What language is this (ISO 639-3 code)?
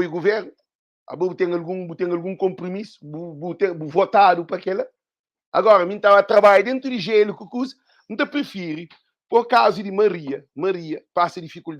kea